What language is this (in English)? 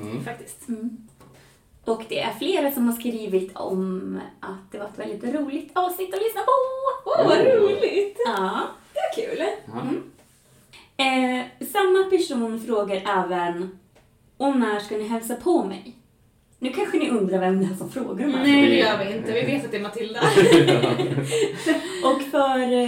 Swedish